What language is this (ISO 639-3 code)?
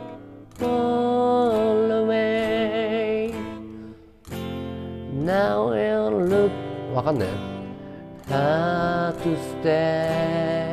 jpn